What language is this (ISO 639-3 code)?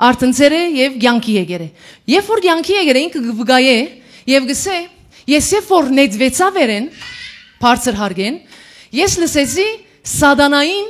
hyw